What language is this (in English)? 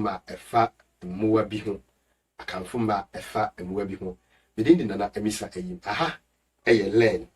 Akan